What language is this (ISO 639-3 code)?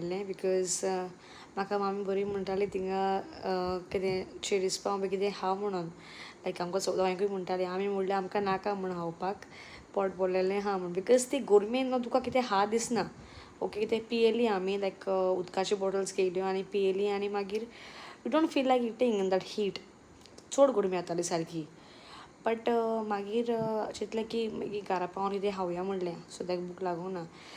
kok